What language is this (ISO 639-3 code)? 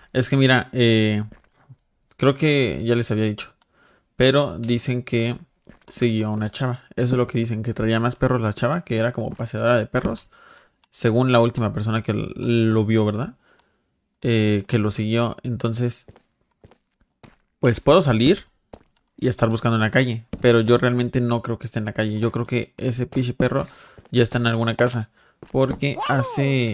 spa